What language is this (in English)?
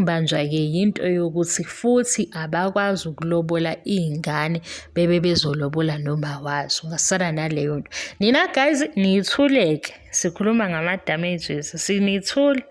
Zulu